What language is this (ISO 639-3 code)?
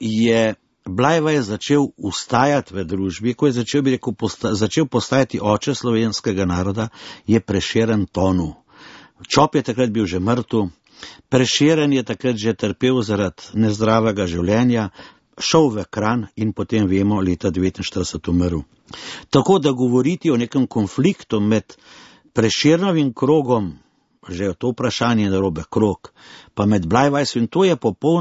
slv